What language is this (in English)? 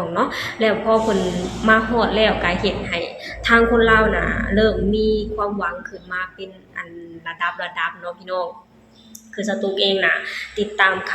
Lao